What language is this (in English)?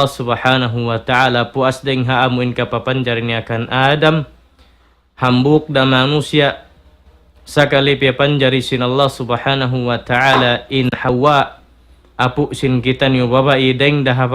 Tausug